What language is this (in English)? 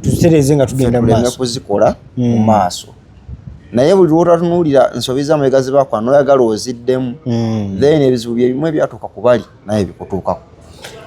Ganda